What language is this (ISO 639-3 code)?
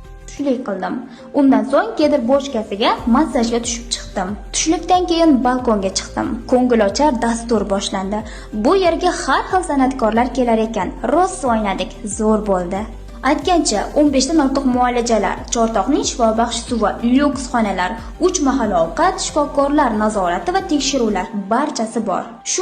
uzb